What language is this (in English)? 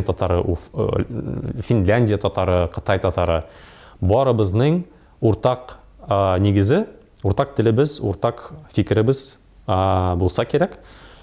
Tatar